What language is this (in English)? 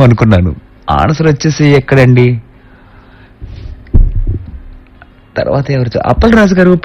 Telugu